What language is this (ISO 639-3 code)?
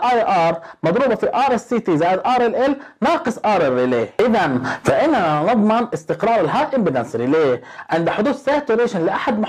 ara